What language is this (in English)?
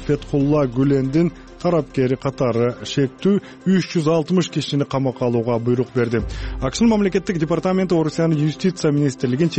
Kyrgyz